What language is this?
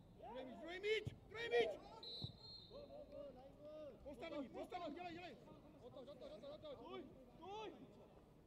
Czech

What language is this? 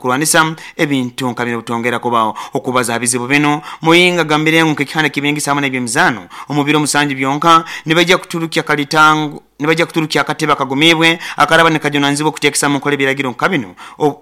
Nyoro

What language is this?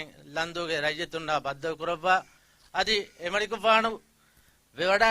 Divehi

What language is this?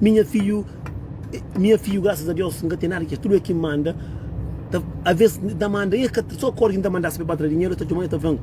Kabuverdianu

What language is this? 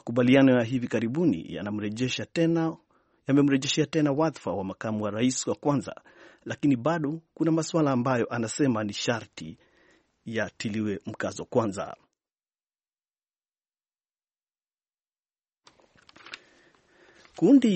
Swahili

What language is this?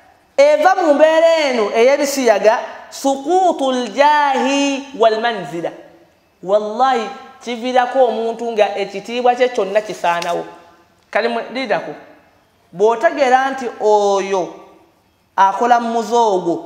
Ganda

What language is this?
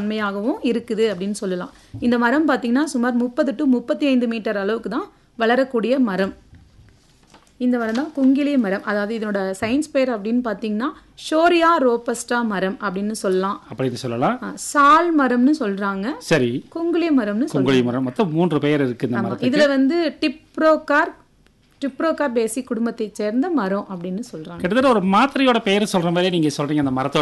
Tamil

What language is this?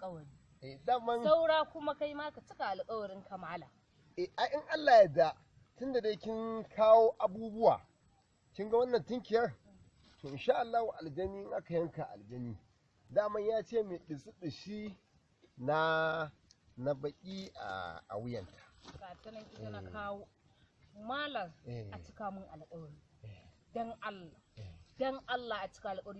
Hausa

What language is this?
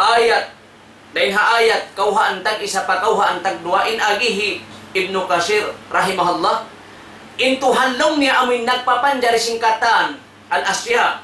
Tausug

